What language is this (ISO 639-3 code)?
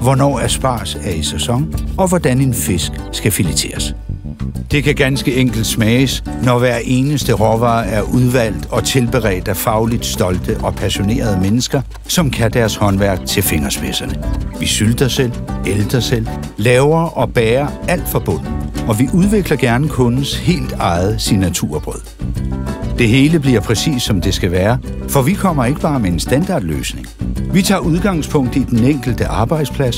dan